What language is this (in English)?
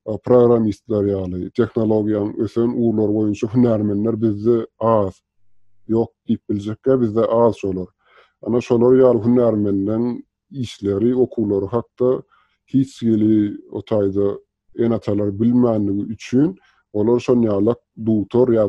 Turkmen